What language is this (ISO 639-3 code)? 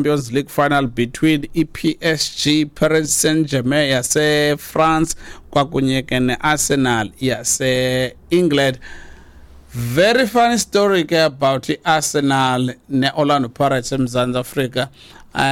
xho